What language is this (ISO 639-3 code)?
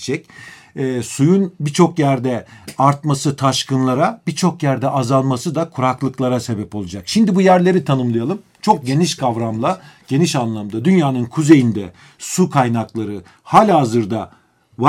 tur